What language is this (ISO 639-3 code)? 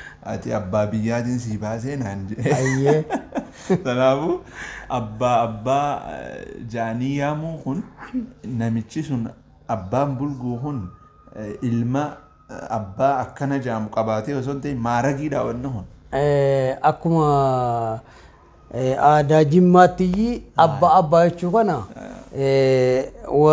orm